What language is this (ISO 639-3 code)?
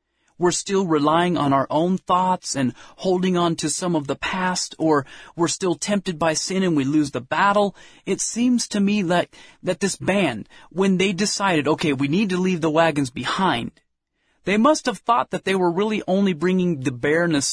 eng